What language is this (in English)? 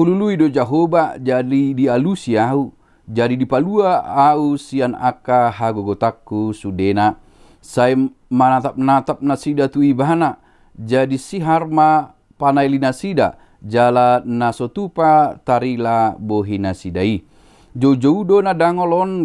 Batak Toba